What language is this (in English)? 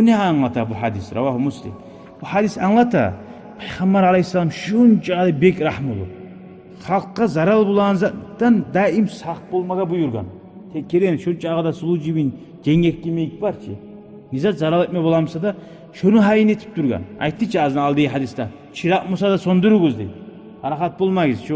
Kumyk